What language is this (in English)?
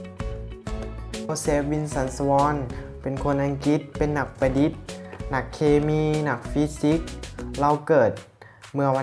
Lao